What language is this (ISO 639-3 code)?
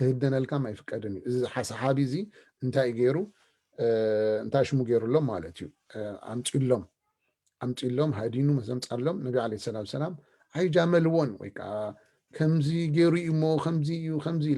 tir